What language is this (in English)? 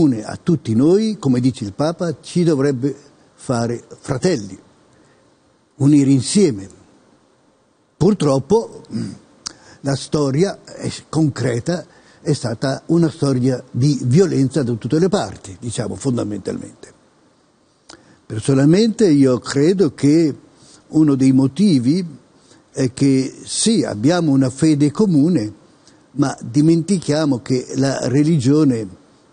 Italian